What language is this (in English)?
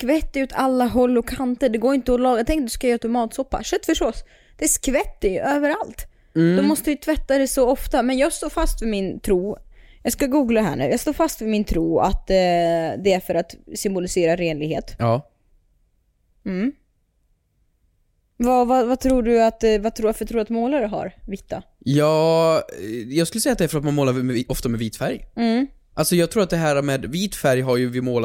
Swedish